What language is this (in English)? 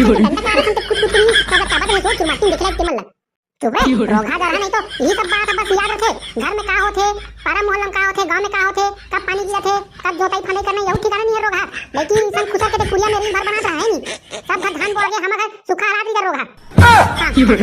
Chhattisgarhi